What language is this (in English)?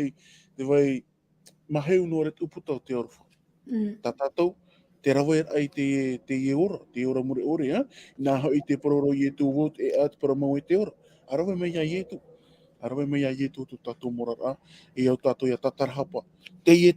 Tahitian